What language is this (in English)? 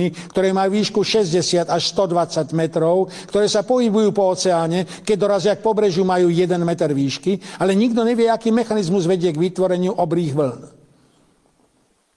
Slovak